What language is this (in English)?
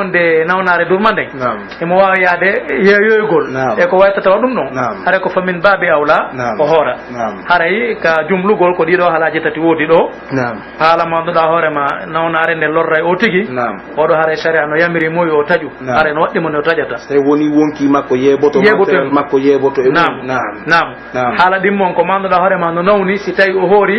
Pular